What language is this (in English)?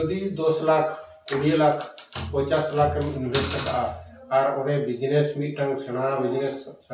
Santali